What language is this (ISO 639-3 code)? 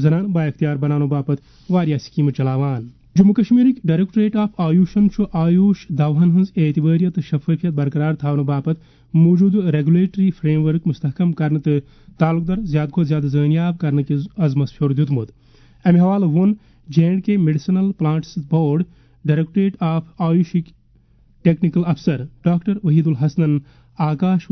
kas